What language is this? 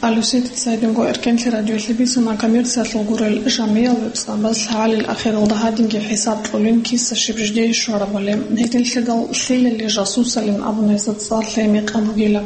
Avaric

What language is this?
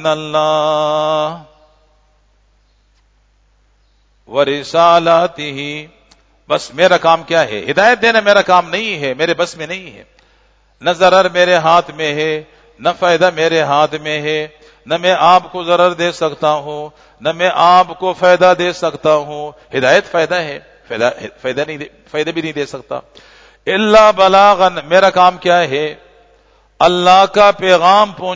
Urdu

